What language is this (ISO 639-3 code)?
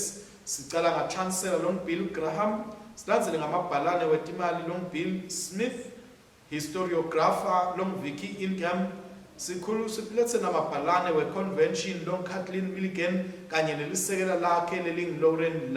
ssw